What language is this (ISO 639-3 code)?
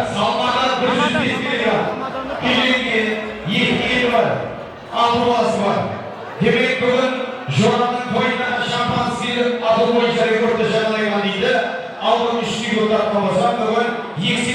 kaa